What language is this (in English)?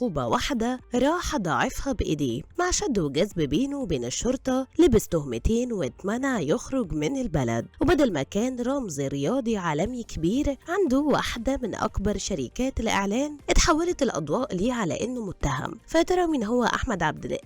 Egyptian Arabic